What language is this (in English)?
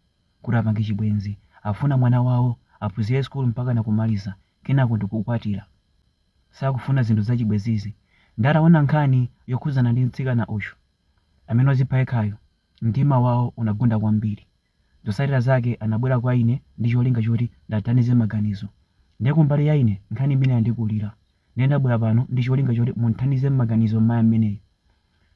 Nyanja